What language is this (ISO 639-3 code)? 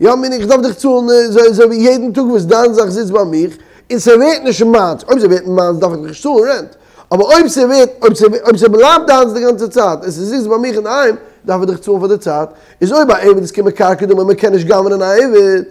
yid